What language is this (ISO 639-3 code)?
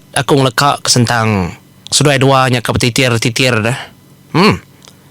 iba